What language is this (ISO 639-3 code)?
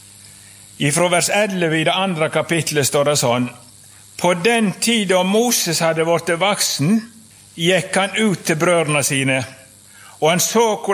nor